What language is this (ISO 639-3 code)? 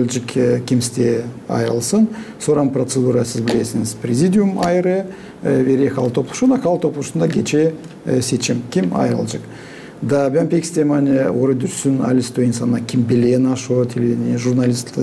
gag